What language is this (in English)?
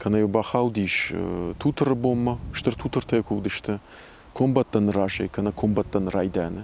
Ossetic